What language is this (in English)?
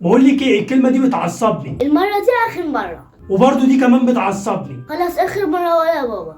Egyptian Arabic